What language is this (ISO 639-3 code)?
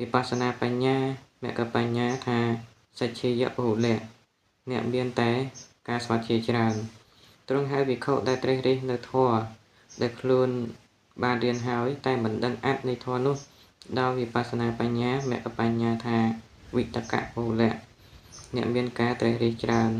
khm